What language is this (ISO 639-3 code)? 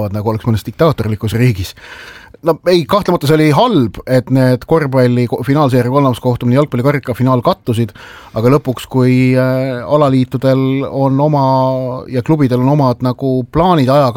est